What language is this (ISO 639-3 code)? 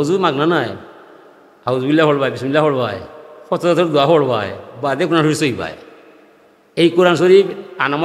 syl